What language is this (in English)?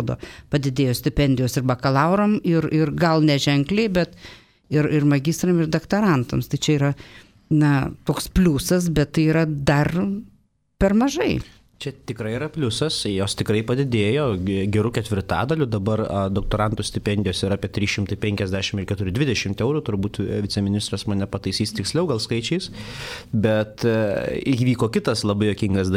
Lithuanian